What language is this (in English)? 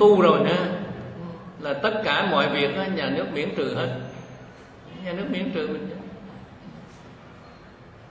Vietnamese